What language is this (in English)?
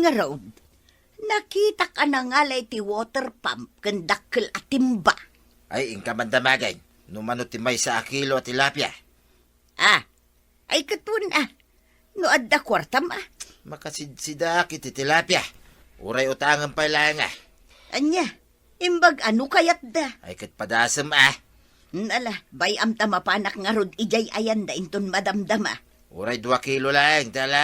Iloko